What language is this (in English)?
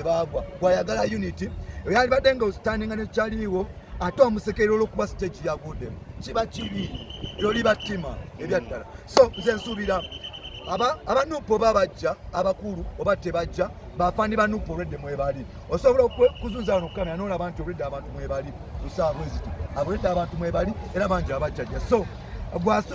Ganda